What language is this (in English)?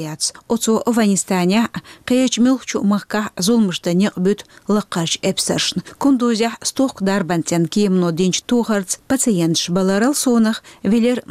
Chechen